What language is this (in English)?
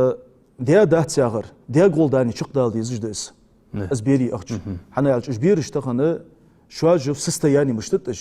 Ingush